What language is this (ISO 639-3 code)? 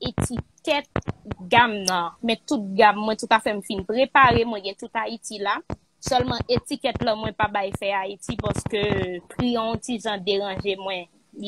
hat